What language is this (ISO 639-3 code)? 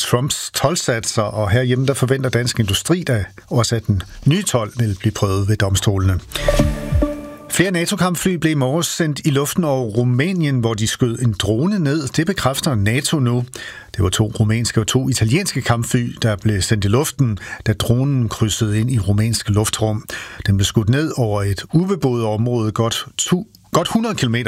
dan